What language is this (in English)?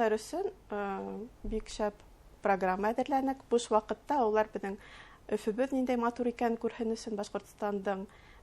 Bashkir